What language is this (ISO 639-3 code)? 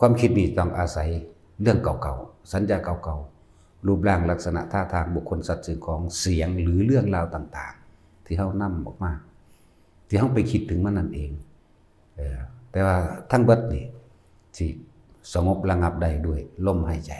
tts